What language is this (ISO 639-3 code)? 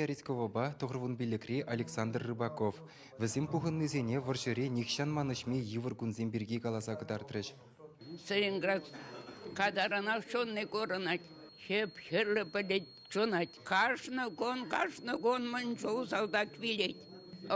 chv